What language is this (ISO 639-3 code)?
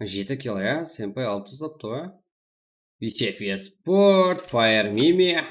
kaa